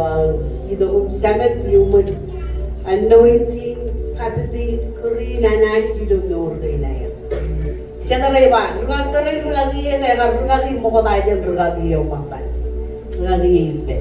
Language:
Marshallese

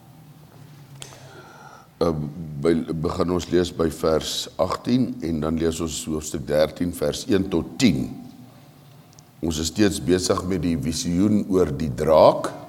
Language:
Afrikaans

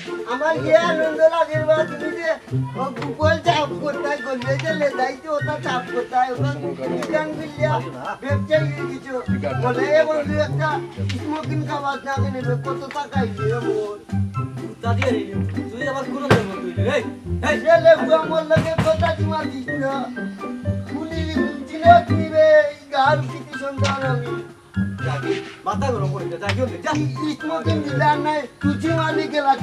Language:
Sylheti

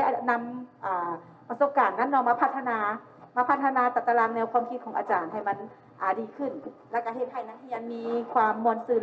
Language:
Lao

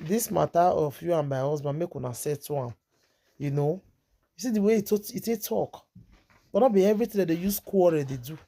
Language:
Nigerian Pidgin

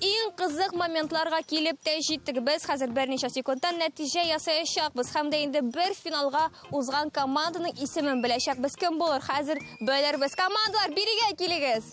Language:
Tatar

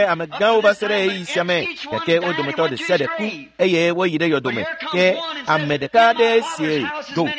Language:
Ewe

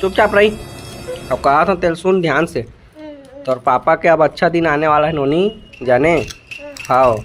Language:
Chhattisgarhi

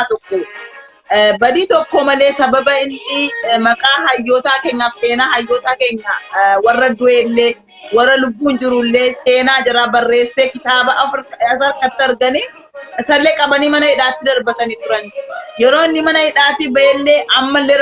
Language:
Oromo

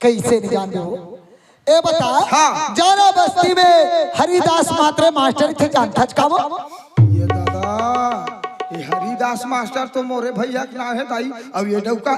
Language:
Chhattisgarhi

